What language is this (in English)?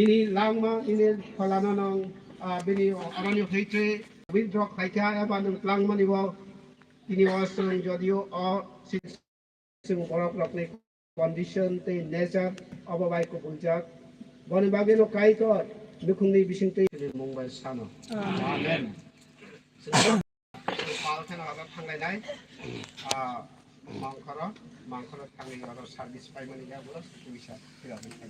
Kok Borok